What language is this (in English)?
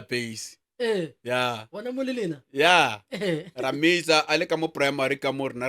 Northern Sotho